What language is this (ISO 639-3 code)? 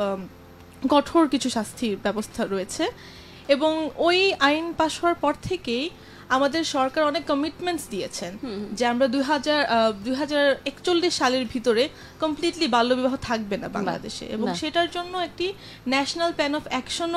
ben